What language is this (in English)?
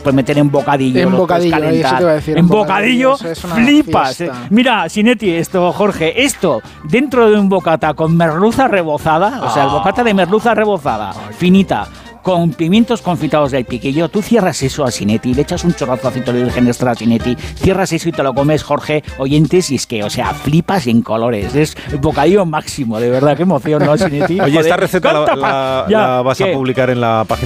Spanish